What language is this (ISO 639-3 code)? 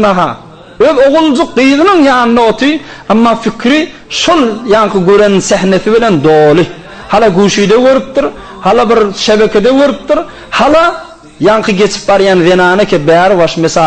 tuk